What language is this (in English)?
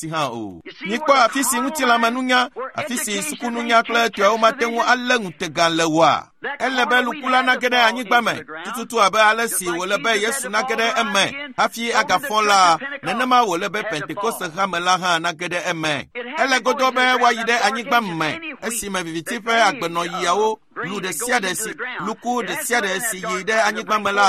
Ewe